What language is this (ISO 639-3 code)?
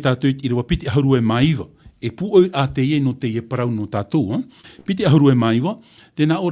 tah